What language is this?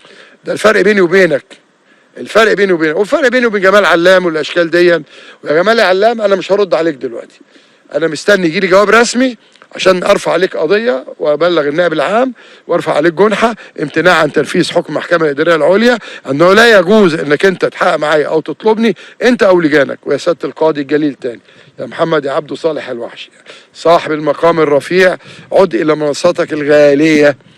Egyptian Arabic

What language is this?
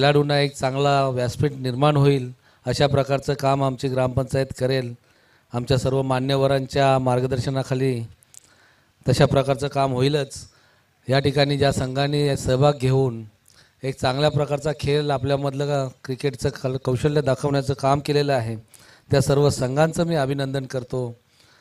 Marathi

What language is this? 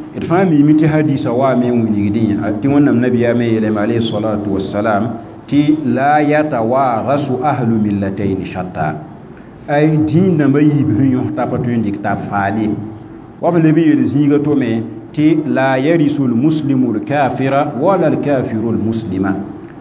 Mossi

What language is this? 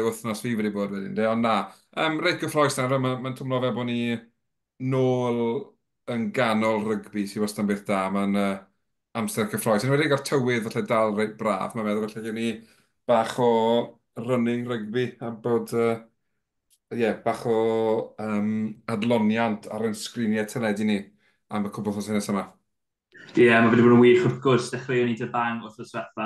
Welsh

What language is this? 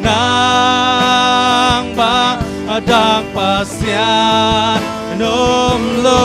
Tedim Chin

